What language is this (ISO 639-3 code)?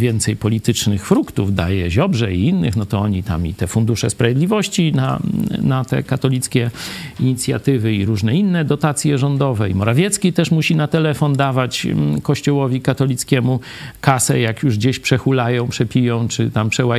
pol